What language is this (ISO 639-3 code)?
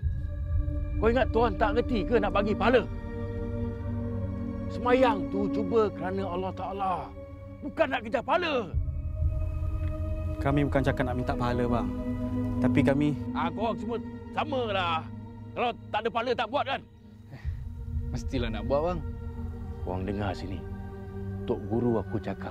msa